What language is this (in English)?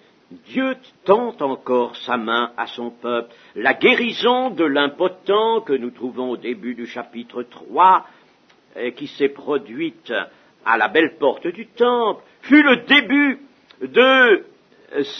French